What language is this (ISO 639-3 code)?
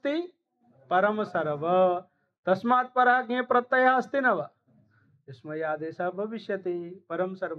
san